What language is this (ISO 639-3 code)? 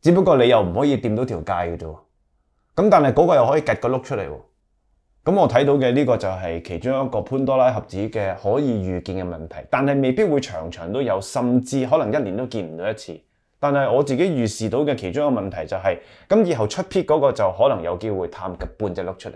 yue